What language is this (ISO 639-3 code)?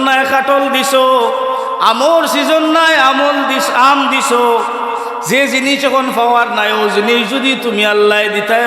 syl